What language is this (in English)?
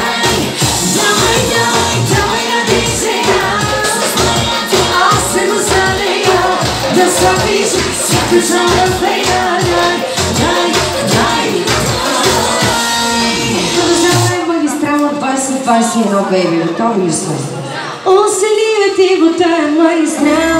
Bulgarian